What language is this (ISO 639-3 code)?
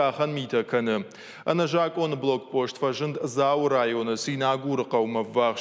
oss